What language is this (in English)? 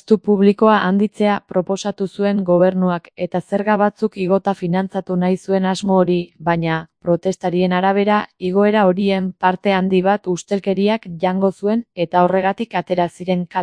Basque